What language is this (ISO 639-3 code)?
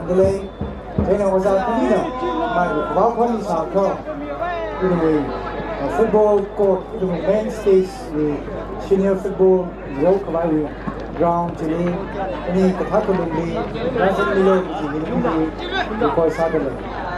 nmf